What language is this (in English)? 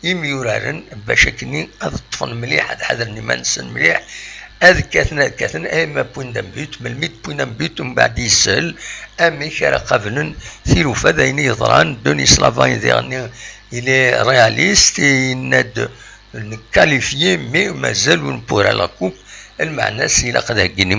Kabyle